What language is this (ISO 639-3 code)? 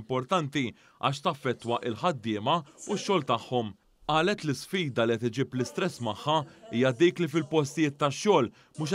mlt